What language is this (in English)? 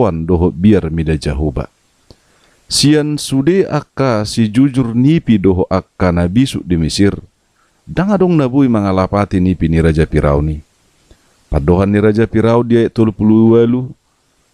Batak Toba